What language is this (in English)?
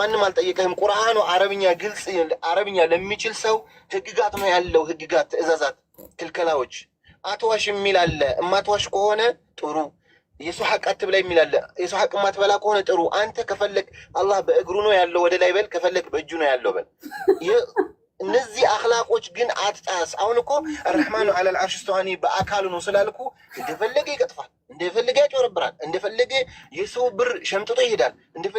Amharic